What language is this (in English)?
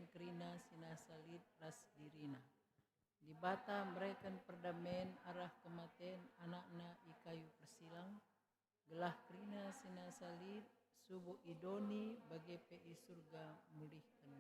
Batak Karo